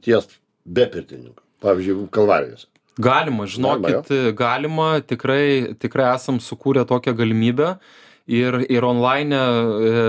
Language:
Lithuanian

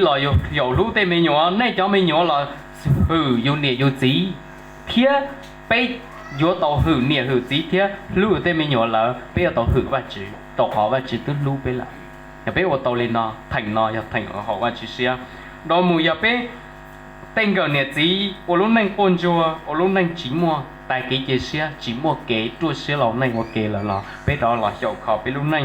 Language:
Hmong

